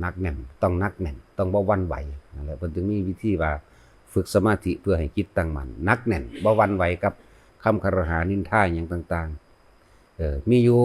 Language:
Northeastern Thai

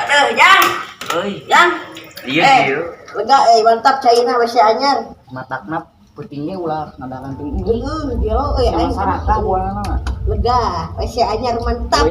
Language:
Sundanese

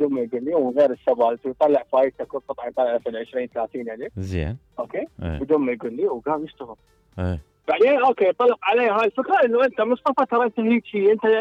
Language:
Mesopotamian Arabic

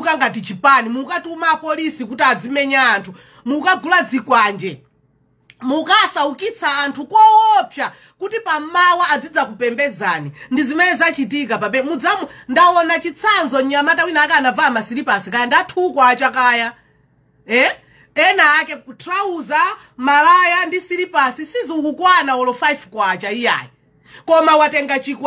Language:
Nyanja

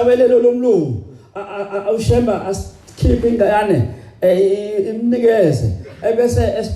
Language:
Zulu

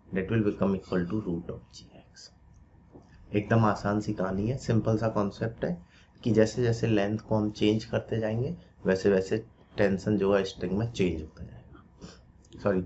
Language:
Hindi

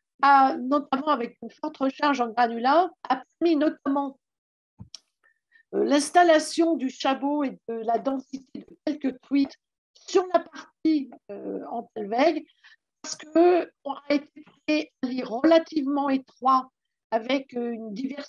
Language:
French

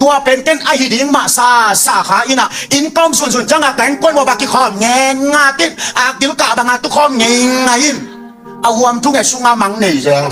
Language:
Tedim Chin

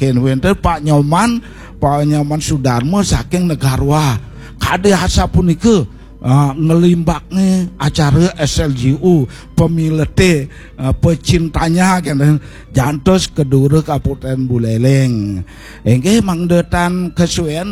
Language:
Balinese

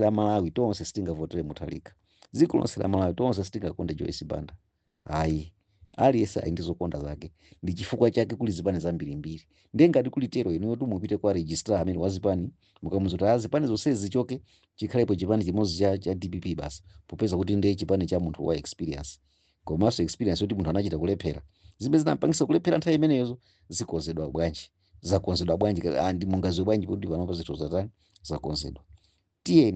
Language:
Nyanja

